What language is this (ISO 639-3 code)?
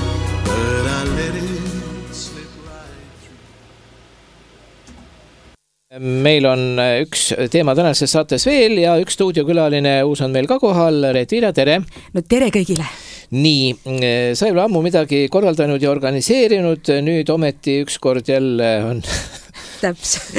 est